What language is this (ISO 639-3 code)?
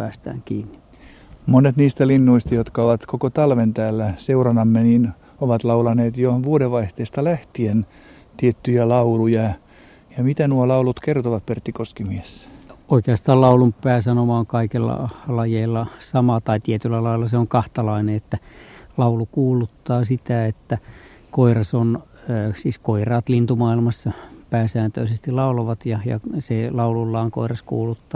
fin